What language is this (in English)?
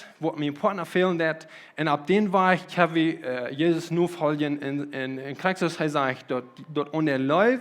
Plautdietsch